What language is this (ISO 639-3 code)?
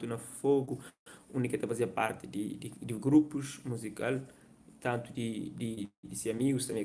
kea